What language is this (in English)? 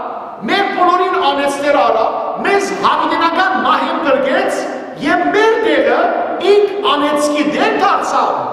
Western Armenian